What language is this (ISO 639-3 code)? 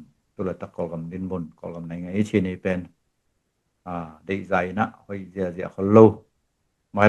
ctd